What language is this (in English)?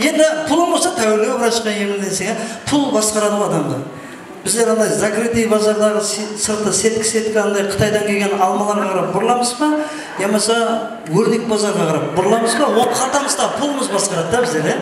Kara-Kalpak